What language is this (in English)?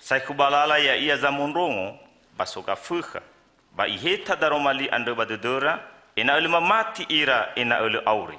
Nias